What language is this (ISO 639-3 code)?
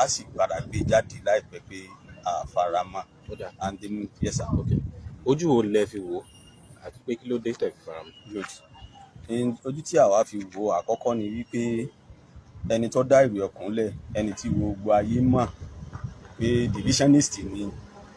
yor